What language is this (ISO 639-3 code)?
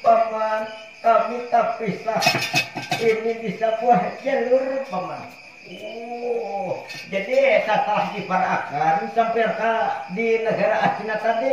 bjn